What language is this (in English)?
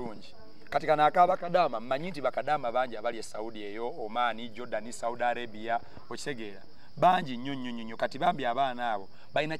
Ganda